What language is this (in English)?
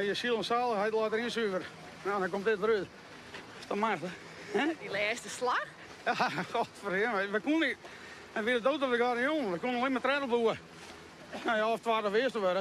Western Frisian